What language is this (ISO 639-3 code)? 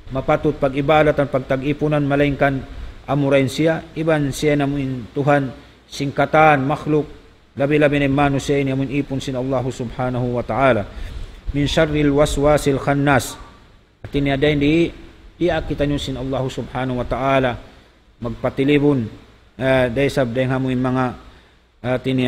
tsg